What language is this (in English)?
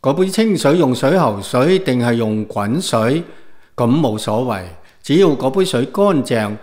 Cantonese